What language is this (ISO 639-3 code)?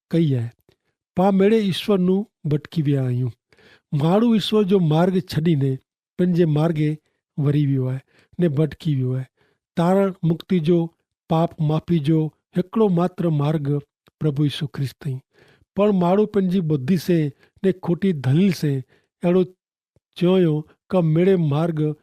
kfr